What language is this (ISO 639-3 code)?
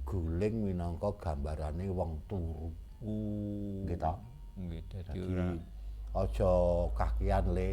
jav